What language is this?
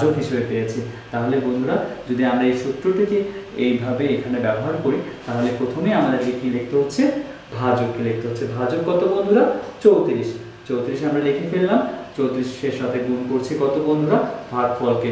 Bangla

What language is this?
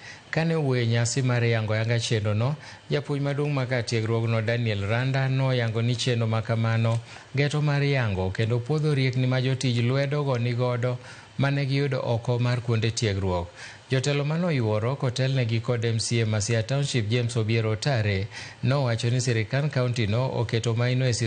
Luo (Kenya and Tanzania)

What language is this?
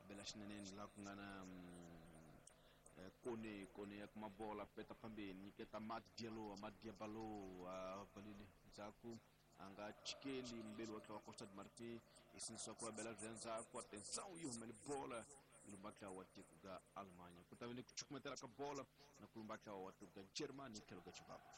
Tsonga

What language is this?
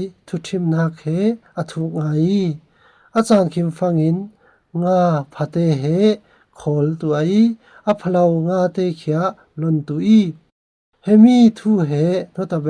Falam Chin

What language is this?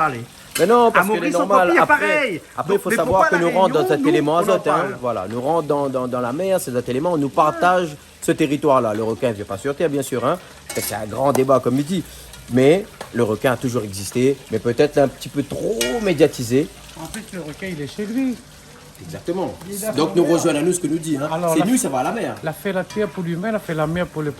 Réunion Creole French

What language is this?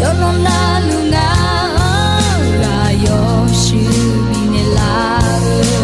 Akha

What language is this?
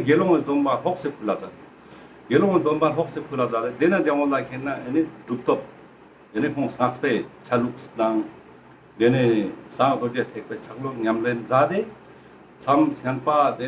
Ladakhi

